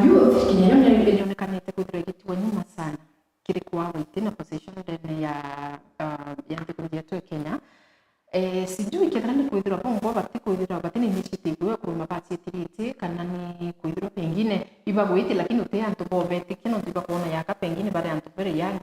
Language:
Meru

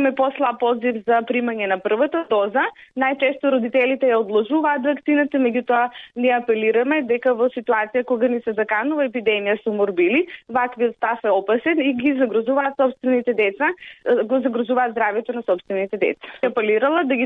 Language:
Macedonian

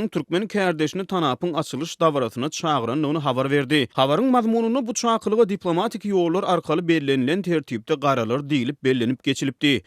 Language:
Turkmen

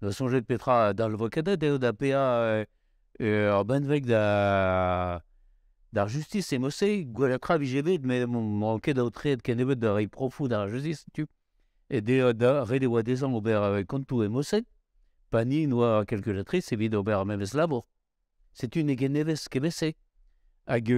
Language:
Breton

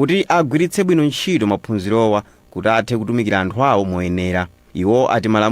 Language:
Nyanja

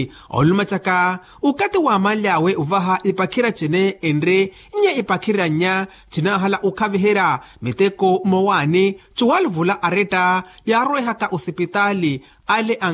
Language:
Makhuwa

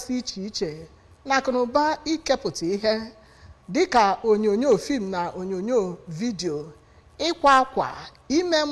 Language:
Igbo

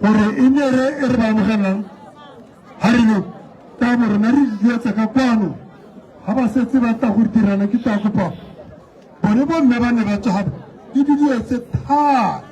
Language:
Tswana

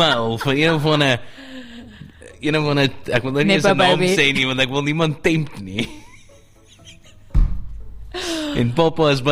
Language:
Afrikaans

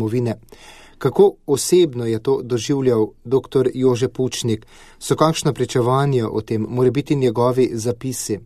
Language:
Slovenian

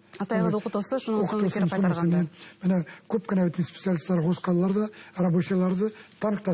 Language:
Bashkir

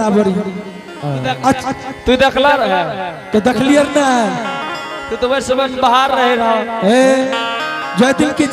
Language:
Angika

